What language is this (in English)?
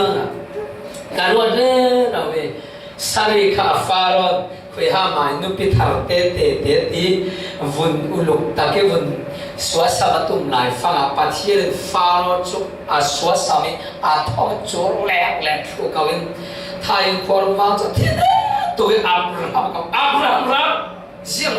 Falam Chin